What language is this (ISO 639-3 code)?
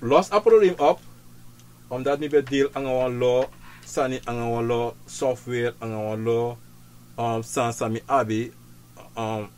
srn